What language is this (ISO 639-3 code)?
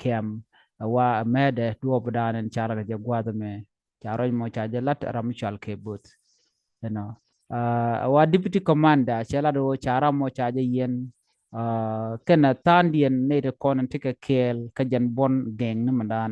nus